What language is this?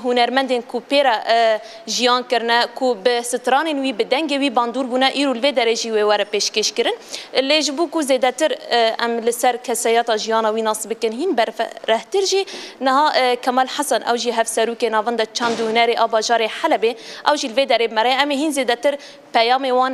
Kurdish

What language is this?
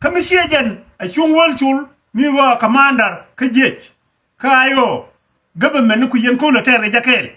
Nuer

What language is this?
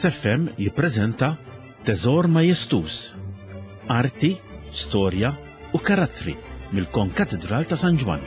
Maltese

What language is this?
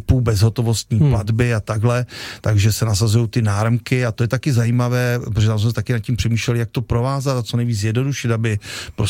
Czech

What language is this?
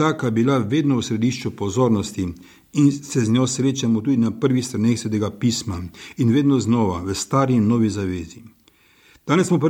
Slovenian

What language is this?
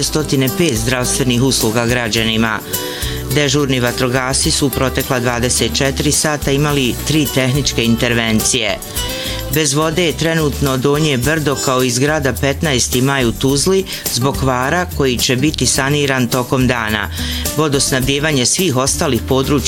Bosnian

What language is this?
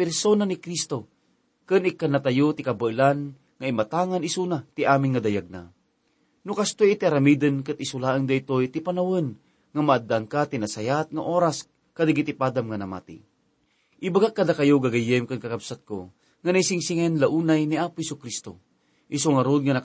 Iloko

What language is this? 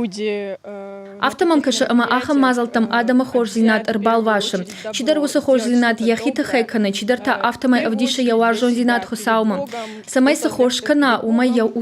Ossetic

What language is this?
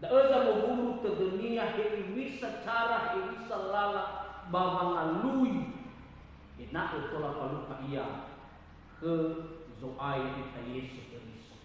Nias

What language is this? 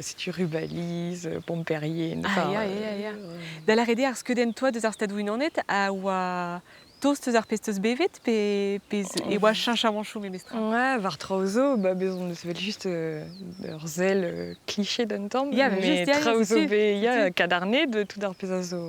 Breton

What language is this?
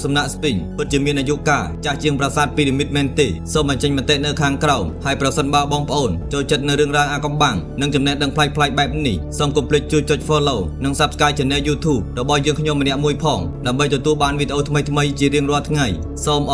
Khmer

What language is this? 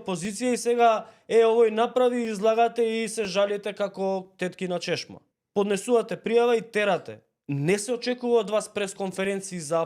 Macedonian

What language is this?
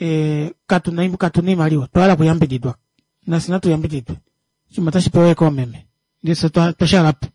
Kuanyama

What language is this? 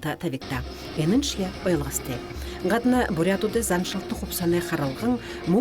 Buriat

